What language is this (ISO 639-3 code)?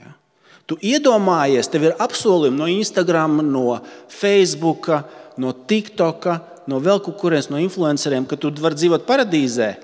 lav